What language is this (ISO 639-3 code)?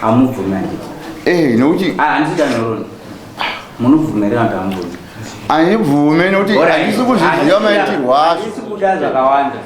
sna